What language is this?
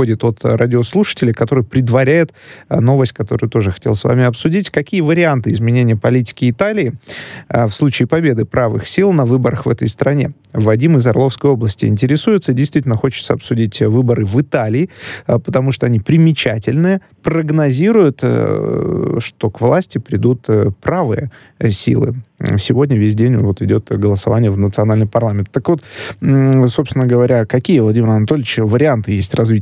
Russian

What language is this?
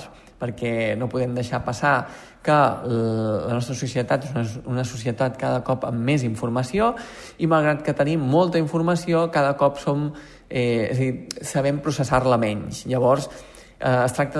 Catalan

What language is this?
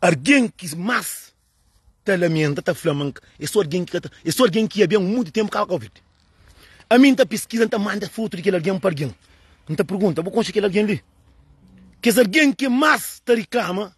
Kabuverdianu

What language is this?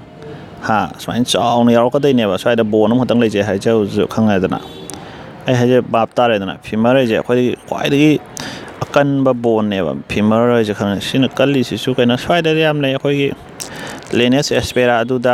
Manipuri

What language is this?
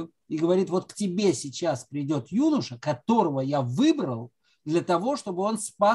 Russian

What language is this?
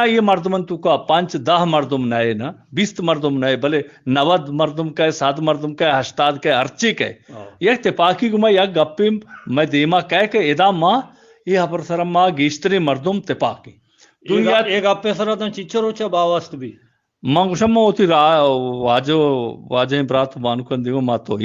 Eastern Balochi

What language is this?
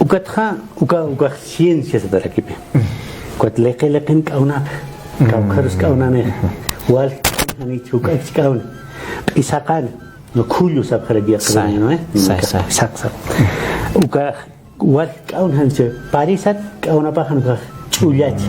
Aymara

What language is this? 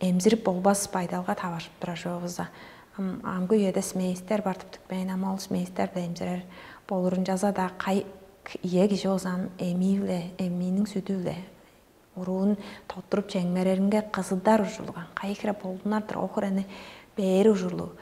Tuvinian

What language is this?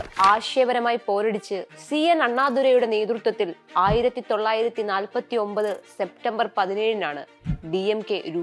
Malayalam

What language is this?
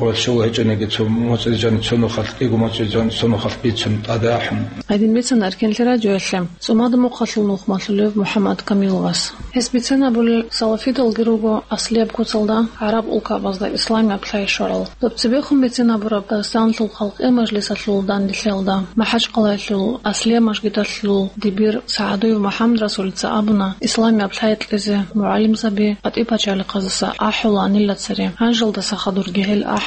Avaric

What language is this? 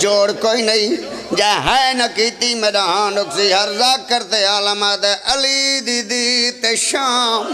Pahari-Potwari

